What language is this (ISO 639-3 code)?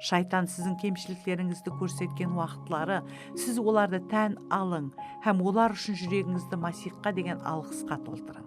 kaa